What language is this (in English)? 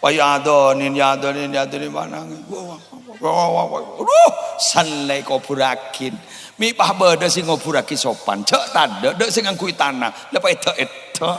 Madurese